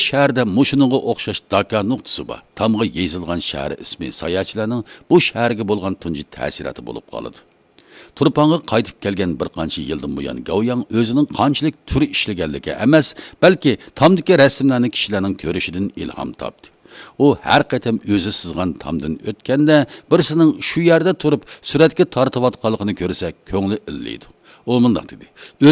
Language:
Uyghur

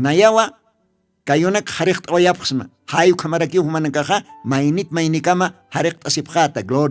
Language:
Aymara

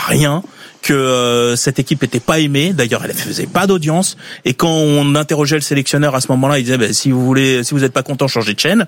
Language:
French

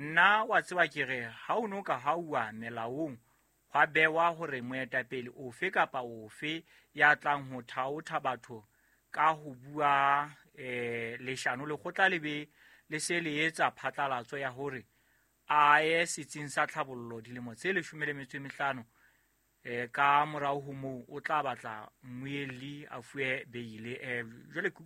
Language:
Southern Sotho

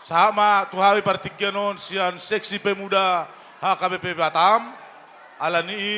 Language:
Batak Toba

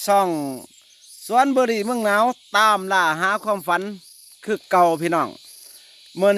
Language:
Lao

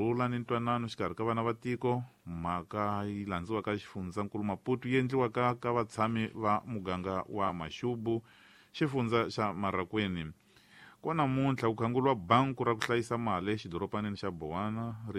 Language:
Tsonga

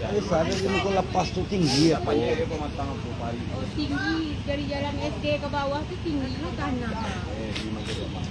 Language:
Minangkabau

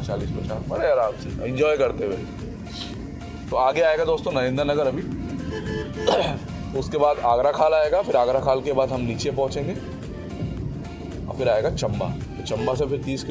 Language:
Hindi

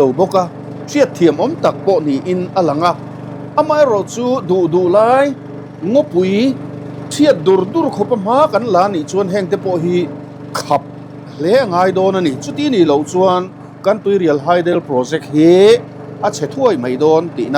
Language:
Mizo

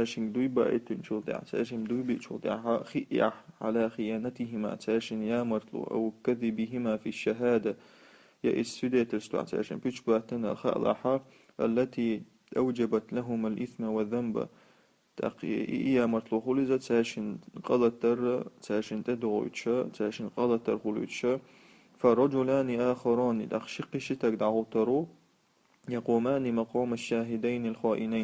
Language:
Chechen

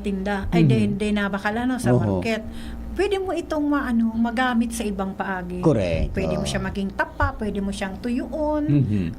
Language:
Bikol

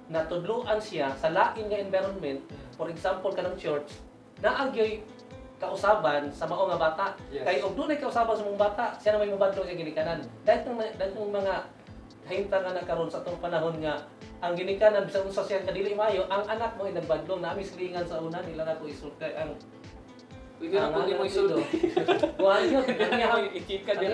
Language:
Cebuano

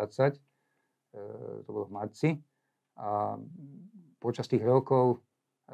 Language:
Slovak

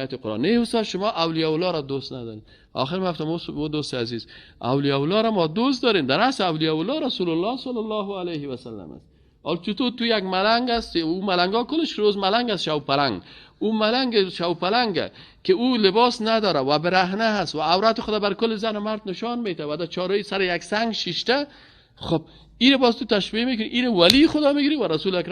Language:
Persian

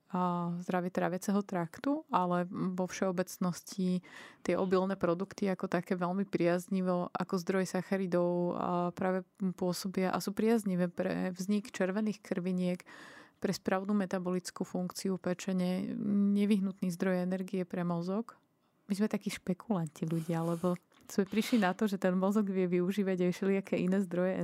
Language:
Slovak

